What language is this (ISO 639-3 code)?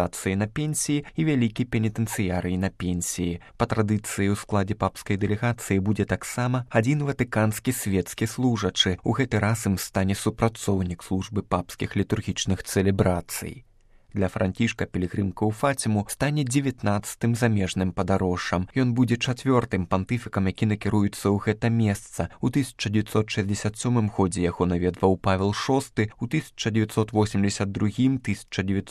bel